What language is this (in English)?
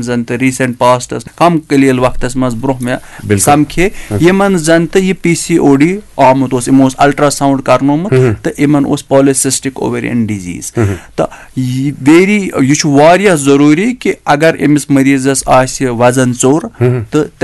Kashmiri